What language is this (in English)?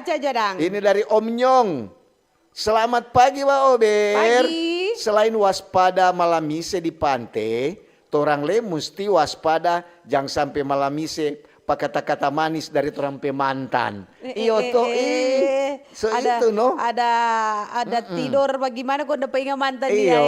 Manado Malay